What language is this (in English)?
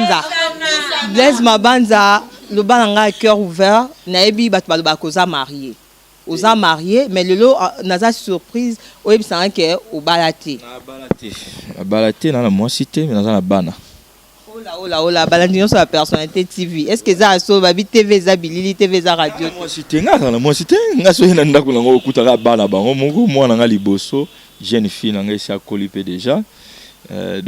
Lingala